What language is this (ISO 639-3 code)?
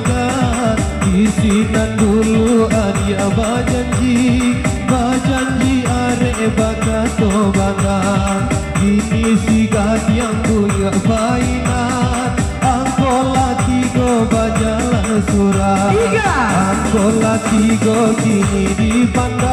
min